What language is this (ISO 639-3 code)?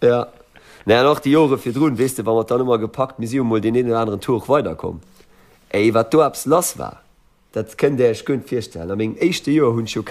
ltz